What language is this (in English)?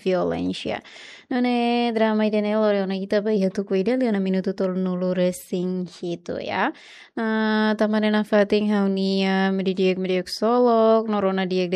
Tetum